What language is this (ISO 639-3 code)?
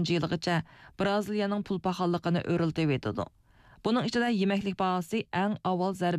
uig